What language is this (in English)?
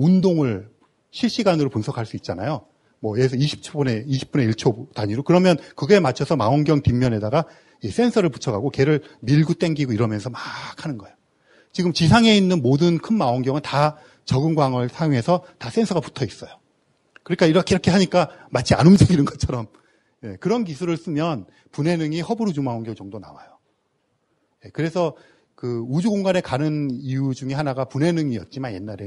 Korean